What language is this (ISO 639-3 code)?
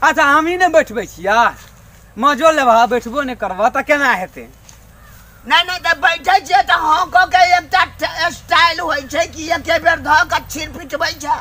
mai